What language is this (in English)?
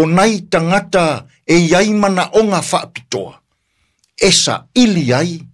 Samoan